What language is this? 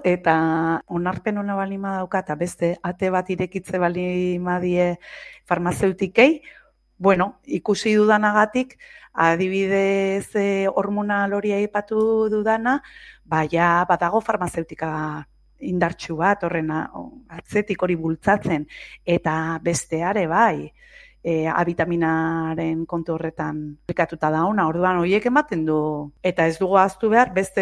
Basque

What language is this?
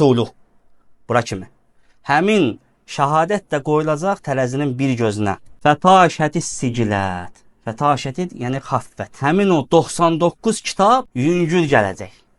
Azerbaijani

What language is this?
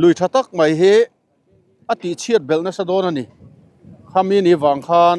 Mizo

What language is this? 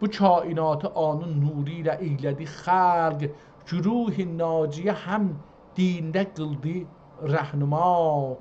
South Azerbaijani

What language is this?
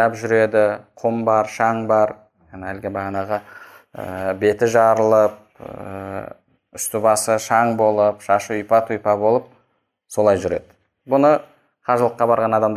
Kazakh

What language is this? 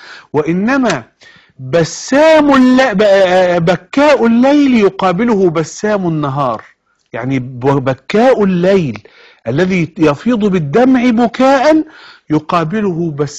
Egyptian Arabic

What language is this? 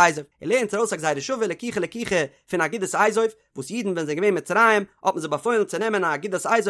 Yiddish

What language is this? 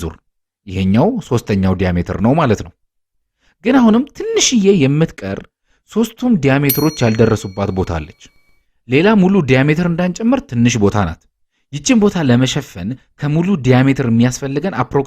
Amharic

